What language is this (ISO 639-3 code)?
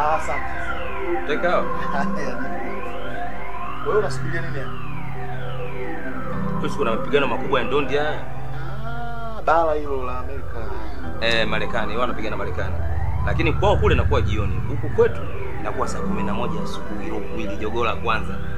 swa